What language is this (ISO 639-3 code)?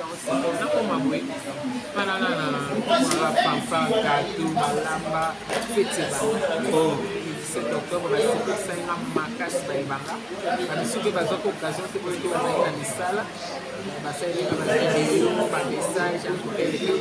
lin